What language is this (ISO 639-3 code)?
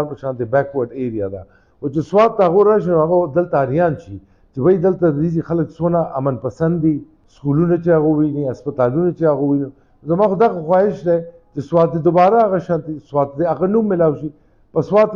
pus